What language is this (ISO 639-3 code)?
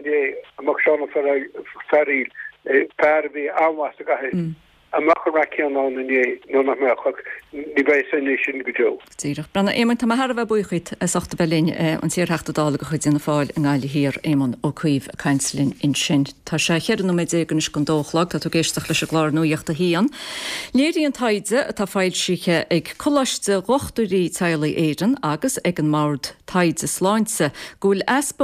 gle